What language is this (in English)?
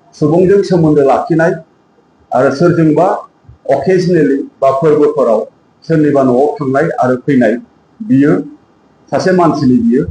Bodo